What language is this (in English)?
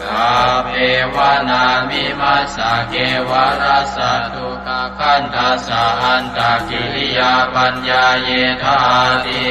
Pali